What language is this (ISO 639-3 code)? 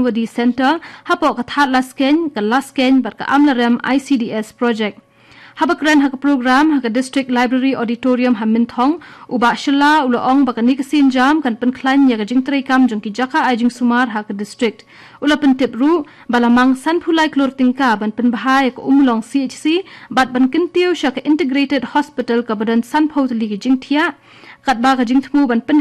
kha